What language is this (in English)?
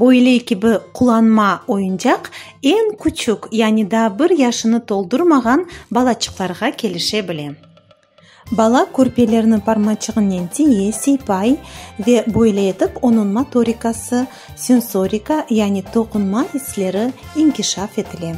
Crimean Tatar